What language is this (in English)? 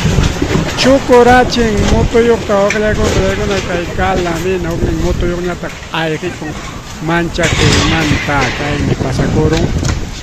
Ayacucho Quechua